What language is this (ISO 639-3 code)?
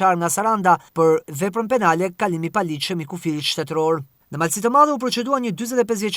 sqi